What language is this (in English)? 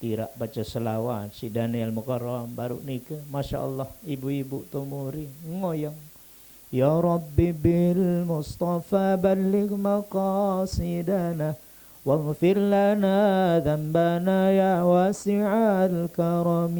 Sasak